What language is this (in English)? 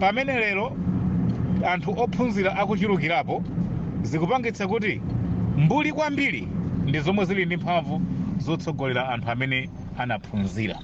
Nyanja